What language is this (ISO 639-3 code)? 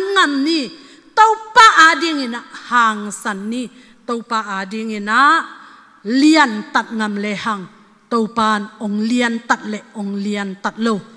ctd